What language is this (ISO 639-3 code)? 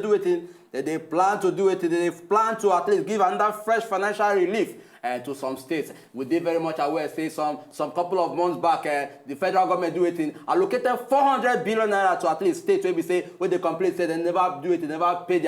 pcm